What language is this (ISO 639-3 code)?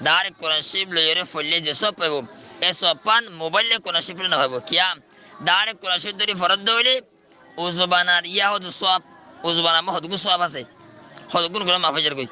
rhg